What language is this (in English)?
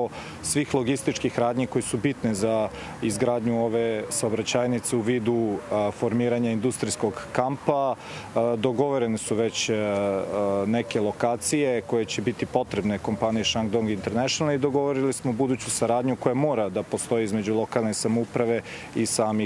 Serbian